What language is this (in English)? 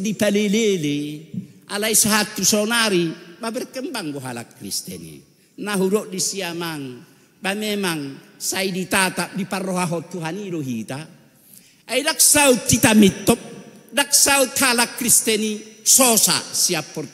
Batak Toba